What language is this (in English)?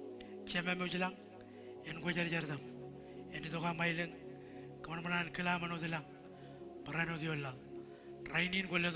Marshallese